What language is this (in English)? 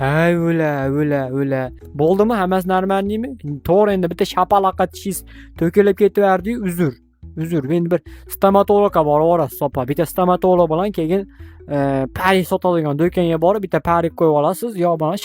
Uzbek